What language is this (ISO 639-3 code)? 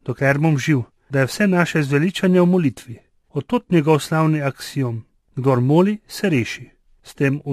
slv